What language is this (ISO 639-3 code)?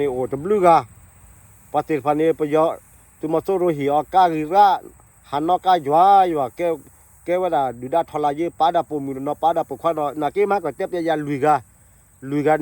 ksw